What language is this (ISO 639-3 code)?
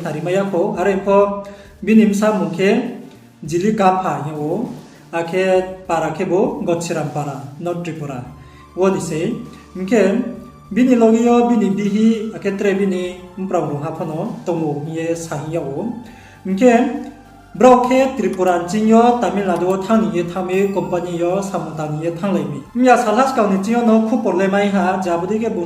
ria